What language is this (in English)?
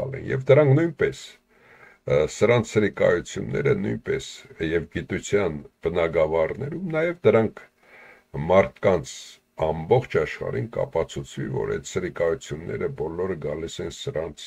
Armenian